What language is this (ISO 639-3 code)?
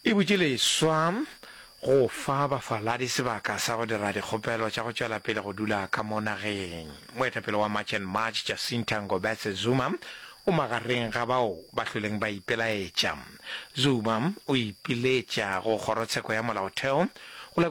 nso